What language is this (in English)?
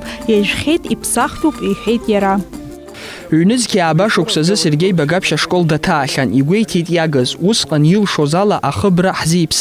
Abkhazian